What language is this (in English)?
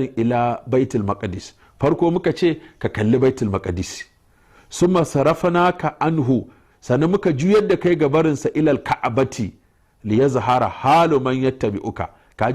Hausa